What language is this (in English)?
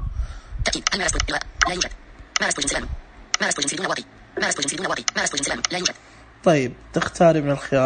Najdi Arabic